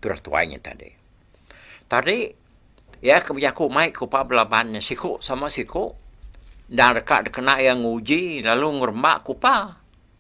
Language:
Iban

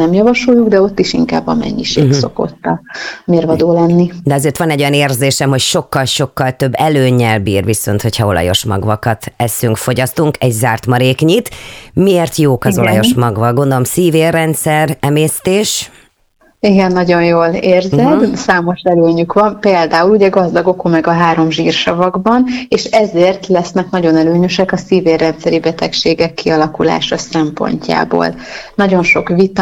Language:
Hungarian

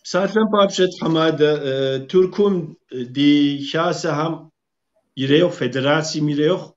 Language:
Kabardian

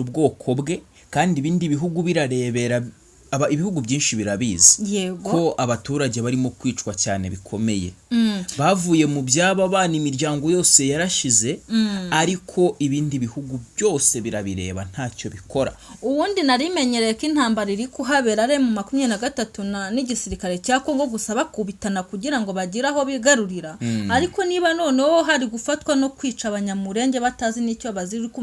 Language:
Kinyarwanda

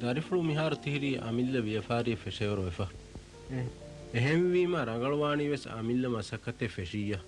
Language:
Divehi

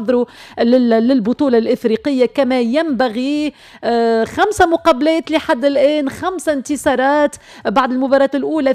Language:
Tunisian Arabic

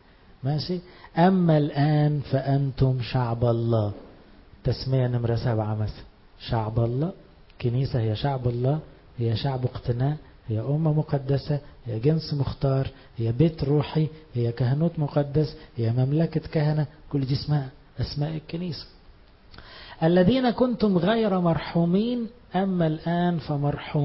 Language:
Egyptian Arabic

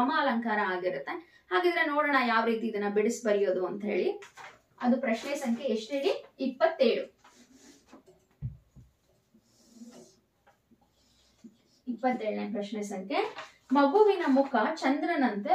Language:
Kannada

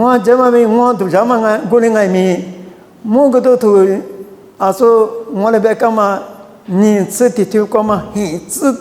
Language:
Lisu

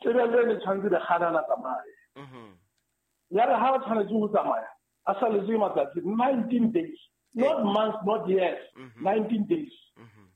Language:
Southern Sotho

